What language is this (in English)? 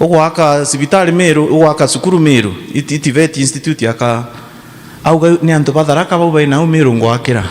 Meru